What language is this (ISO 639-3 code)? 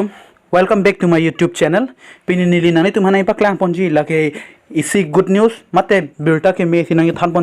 mjw